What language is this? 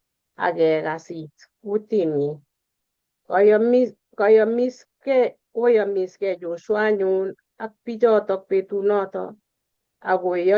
Kalenjin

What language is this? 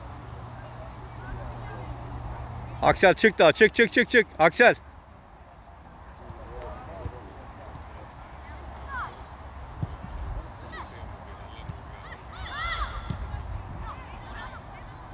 Swedish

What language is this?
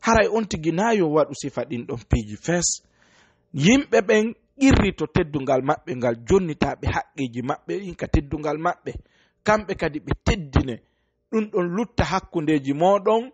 Fula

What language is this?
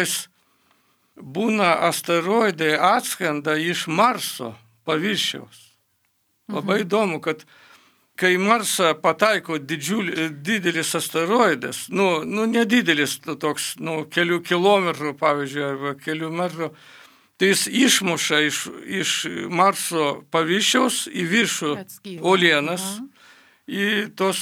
Lithuanian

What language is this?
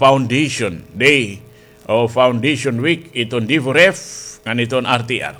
Waray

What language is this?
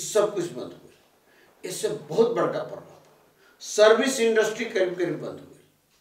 Bhojpuri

